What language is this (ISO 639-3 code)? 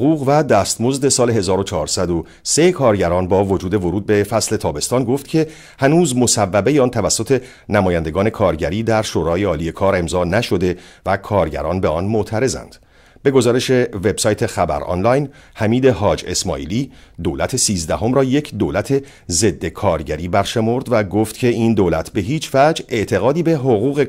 fas